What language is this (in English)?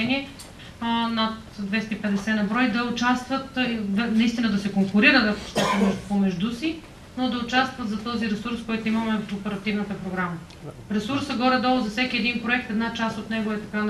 Bulgarian